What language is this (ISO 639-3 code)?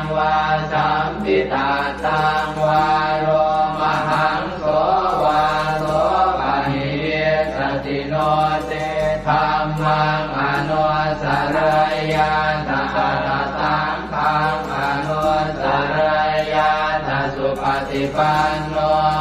pli